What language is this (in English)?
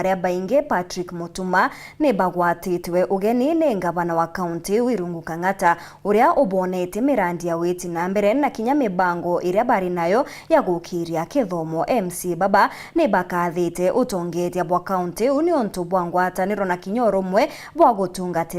Meru